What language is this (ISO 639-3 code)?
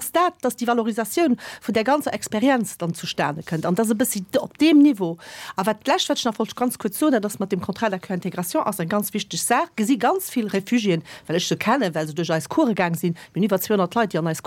ltz